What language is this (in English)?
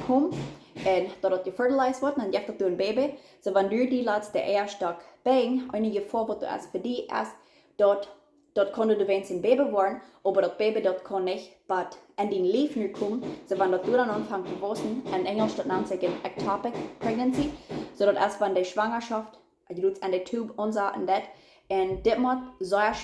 Plautdietsch